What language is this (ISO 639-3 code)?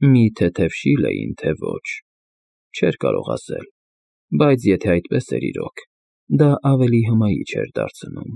hye